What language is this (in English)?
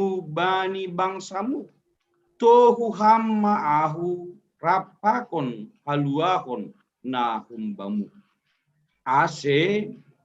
Batak Simalungun